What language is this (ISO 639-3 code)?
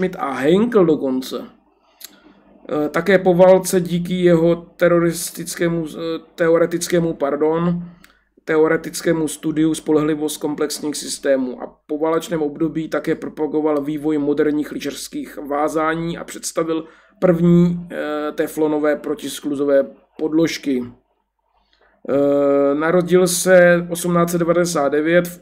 ces